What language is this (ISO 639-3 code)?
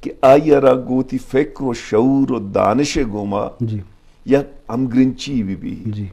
bal